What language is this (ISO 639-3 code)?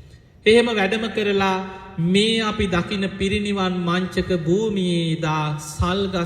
sin